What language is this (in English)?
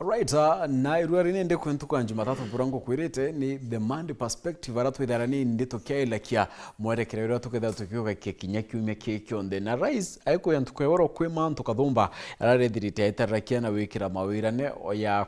Meru